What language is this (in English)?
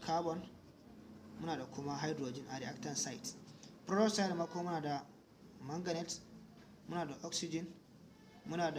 Hausa